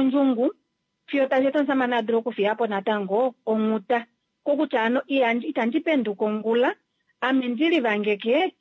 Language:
Kuanyama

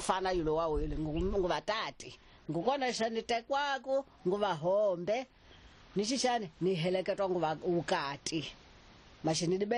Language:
Tsonga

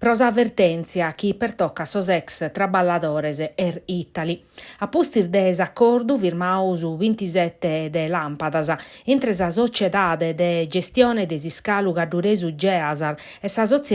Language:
Sardinian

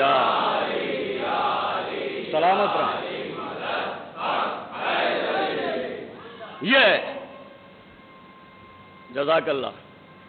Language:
Urdu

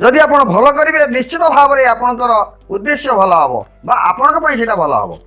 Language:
Odia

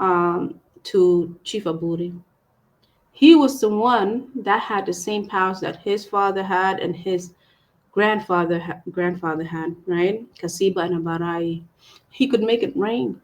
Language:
Acoli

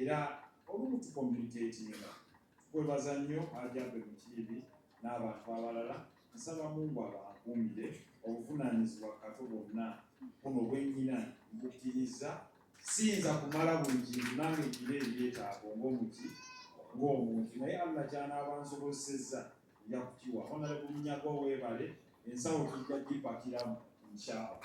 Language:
Ganda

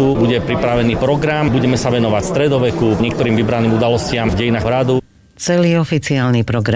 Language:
Slovak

